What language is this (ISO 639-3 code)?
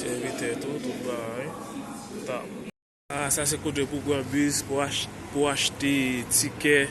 hat